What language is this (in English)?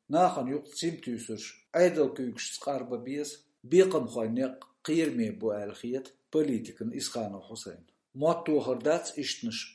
Chechen